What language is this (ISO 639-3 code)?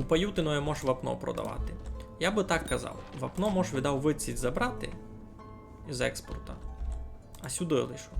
rue